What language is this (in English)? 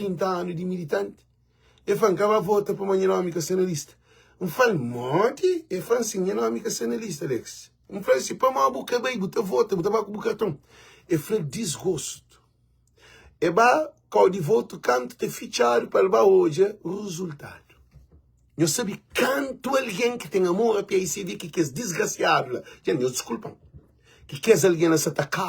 Kabuverdianu